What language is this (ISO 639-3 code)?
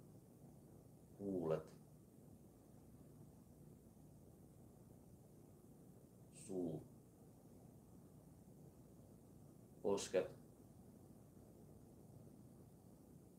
fin